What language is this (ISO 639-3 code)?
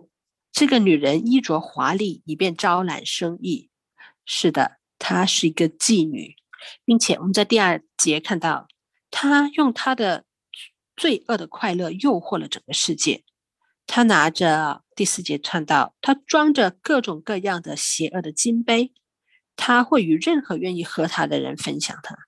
zho